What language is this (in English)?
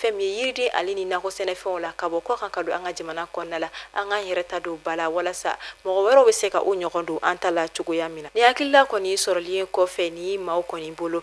Bambara